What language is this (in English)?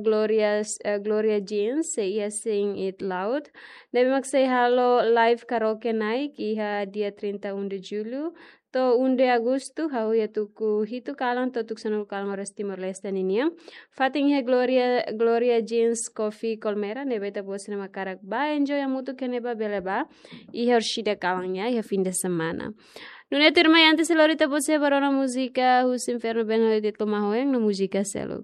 Tetum